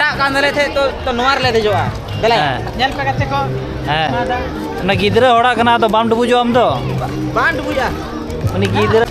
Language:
Santali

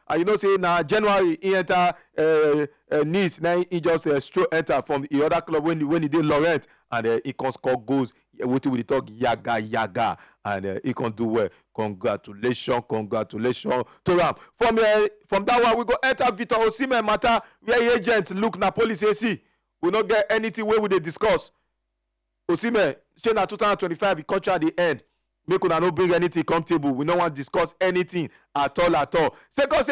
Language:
Nigerian Pidgin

